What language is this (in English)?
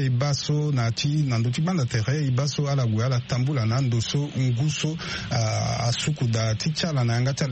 Sango